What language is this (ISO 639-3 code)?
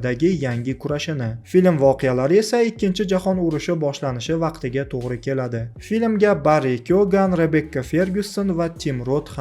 uzb